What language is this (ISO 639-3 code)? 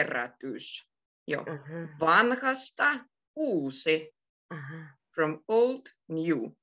fin